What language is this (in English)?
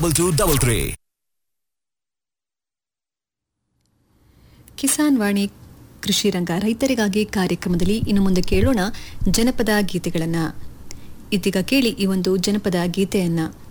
Kannada